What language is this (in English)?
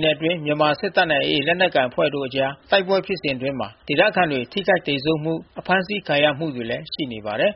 Burmese